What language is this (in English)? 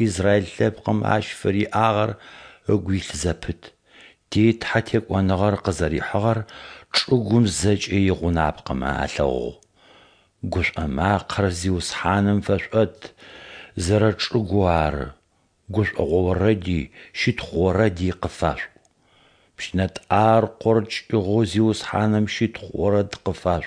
Adyghe